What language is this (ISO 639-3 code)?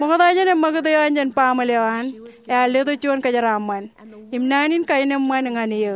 mah